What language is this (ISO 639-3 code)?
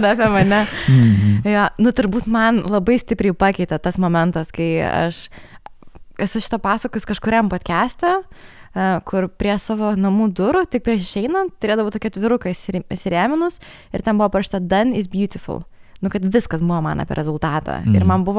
lit